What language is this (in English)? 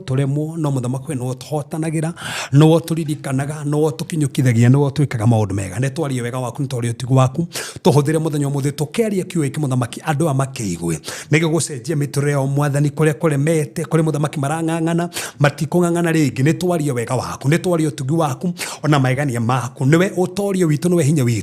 Kikuyu